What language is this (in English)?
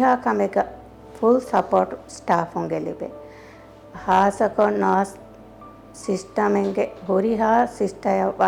Divehi